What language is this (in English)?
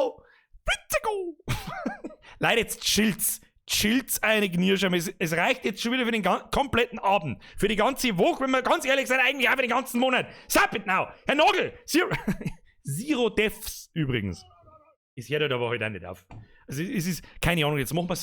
Bavarian